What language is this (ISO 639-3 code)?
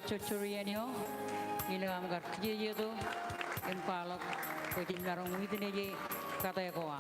mah